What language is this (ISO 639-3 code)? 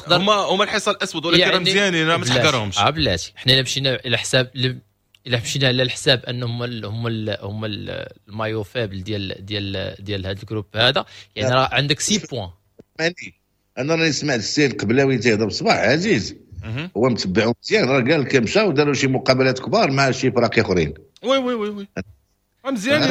ary